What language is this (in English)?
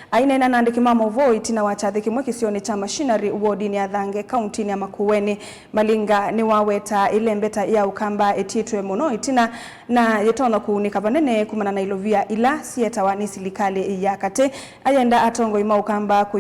Kamba